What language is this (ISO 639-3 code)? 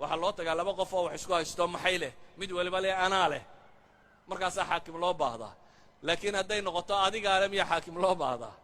som